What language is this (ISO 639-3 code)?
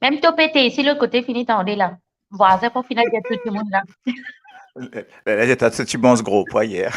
mfe